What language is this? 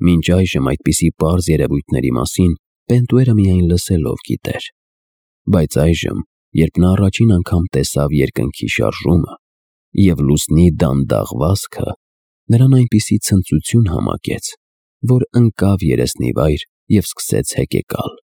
Armenian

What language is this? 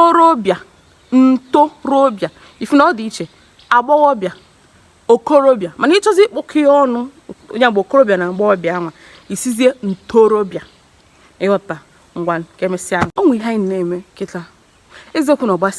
Igbo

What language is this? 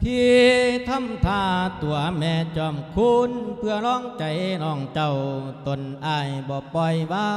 Lao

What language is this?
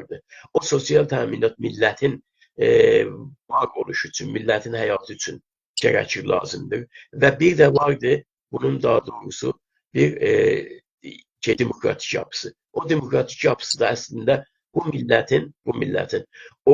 South Azerbaijani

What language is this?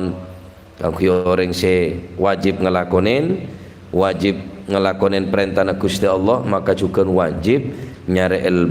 Madurese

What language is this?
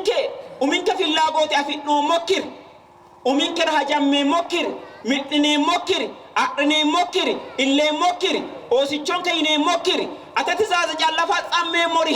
Sidamo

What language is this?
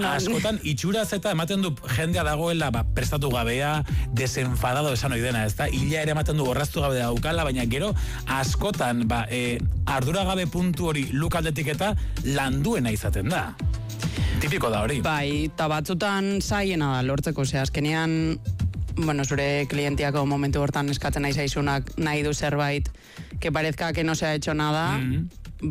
Basque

